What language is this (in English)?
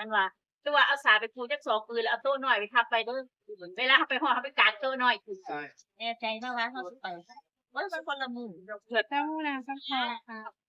Northeastern Thai